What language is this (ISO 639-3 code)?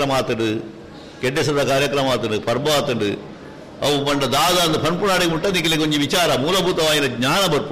tcy